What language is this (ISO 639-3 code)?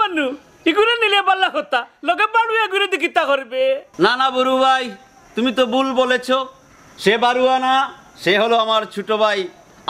syl